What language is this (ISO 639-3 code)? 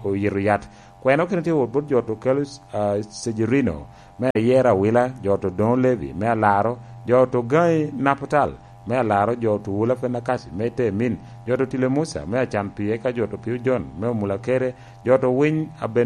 laj